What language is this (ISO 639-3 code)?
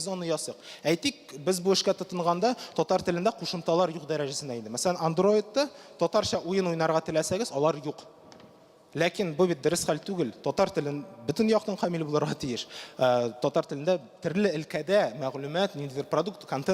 tat